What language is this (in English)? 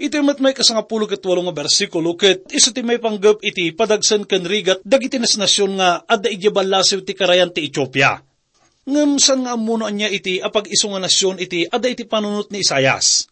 Iloko